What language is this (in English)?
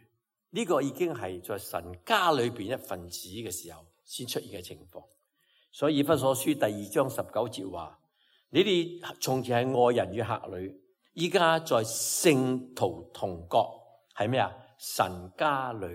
Cantonese